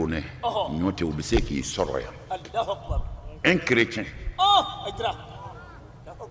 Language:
Bambara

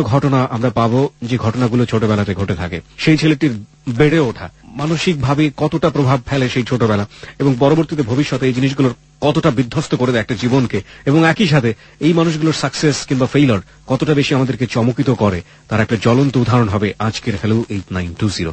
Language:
Bangla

